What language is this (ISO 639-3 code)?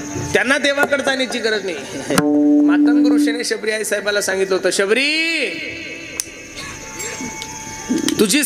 mar